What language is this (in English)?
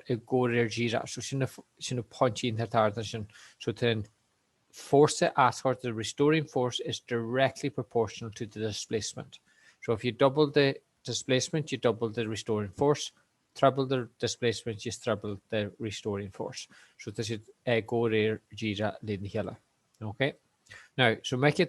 Irish